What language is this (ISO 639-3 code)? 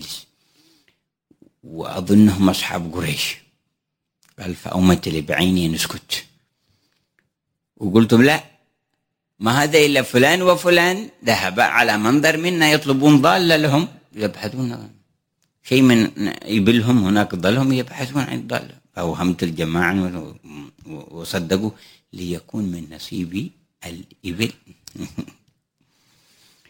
ara